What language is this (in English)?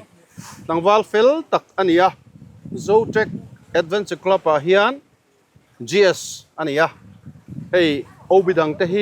Mizo